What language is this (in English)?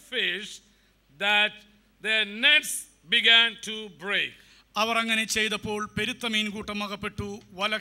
Malayalam